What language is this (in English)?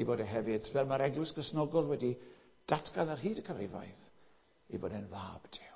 Welsh